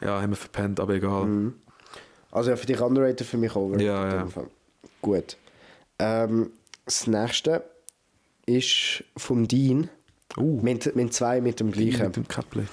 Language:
Swiss German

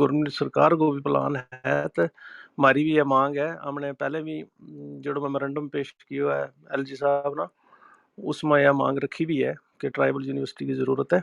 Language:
Gujari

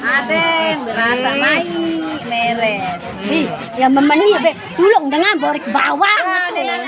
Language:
Sasak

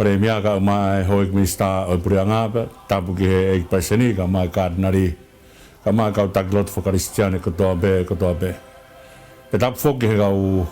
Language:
Tongan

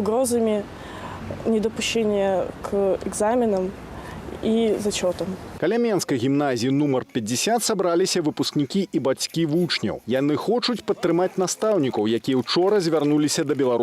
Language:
Belarusian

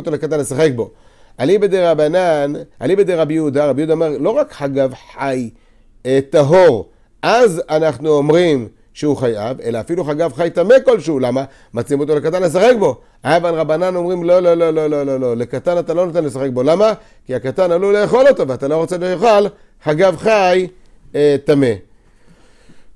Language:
Hebrew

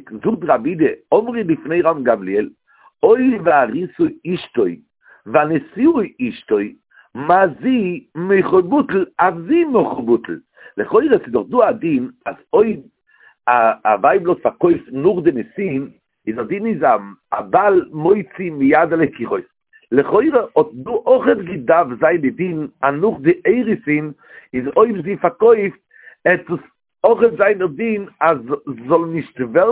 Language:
Yiddish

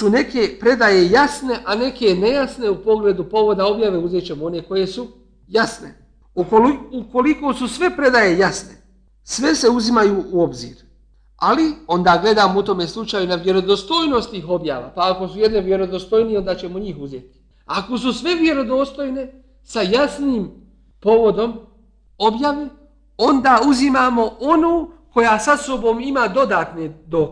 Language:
Bosnian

